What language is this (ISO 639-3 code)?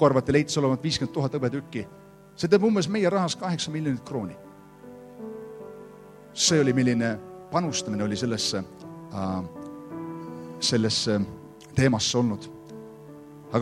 est